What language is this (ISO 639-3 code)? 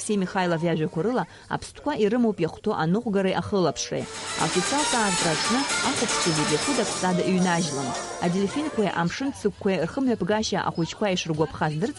abk